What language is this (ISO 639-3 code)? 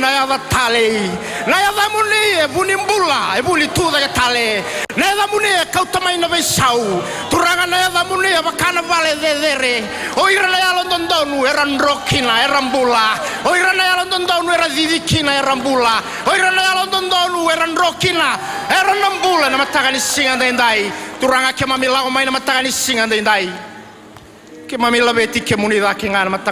fij